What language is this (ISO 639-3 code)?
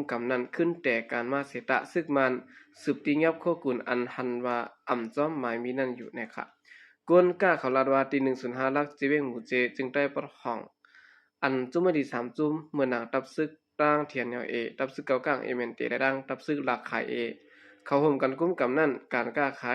shn